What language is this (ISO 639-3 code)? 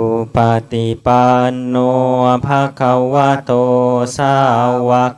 pli